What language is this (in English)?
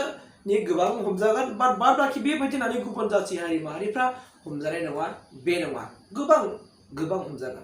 Bodo